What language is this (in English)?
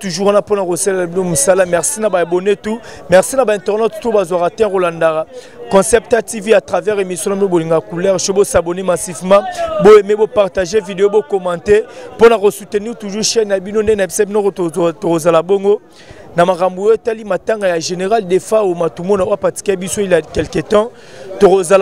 Lingala